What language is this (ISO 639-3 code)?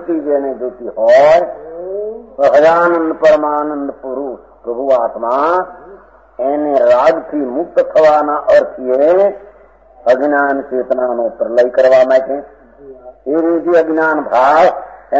guj